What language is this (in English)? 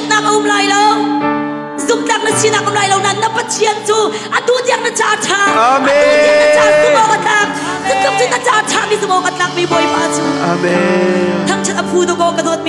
Hakha Chin